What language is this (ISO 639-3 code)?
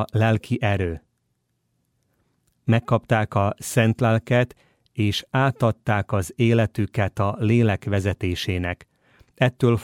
hun